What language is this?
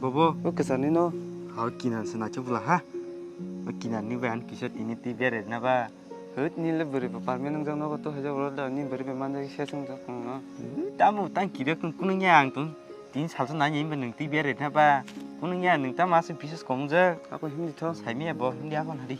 Kok Borok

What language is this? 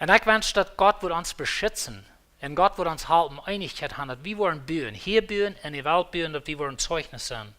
Plautdietsch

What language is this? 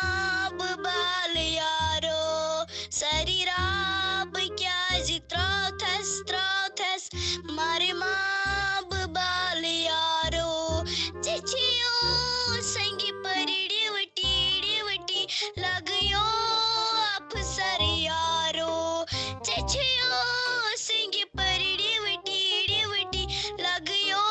Kashmiri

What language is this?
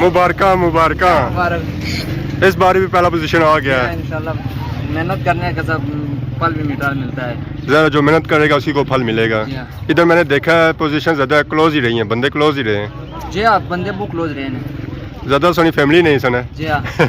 Pahari-Potwari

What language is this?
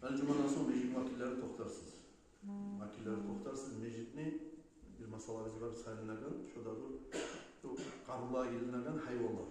Kumyk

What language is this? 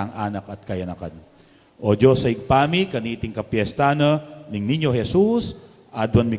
Pampanga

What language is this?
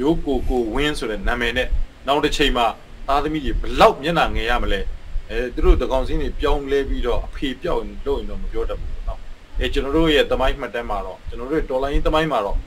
Burmese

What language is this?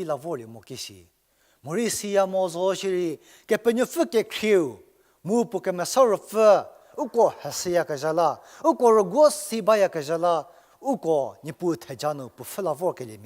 Angami Naga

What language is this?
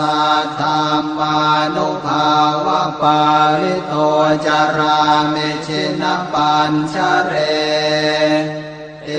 Pali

